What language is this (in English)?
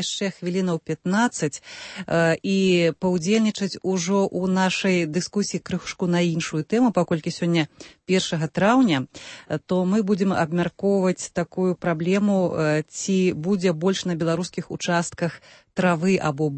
Belarusian